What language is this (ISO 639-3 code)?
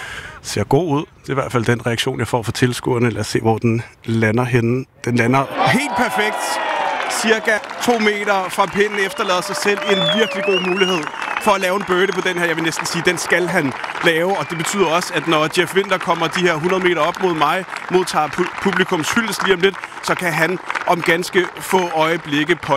dan